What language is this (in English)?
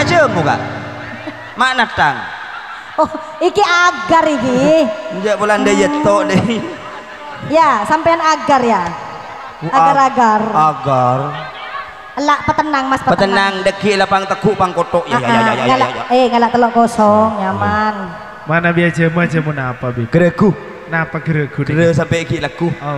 Madurese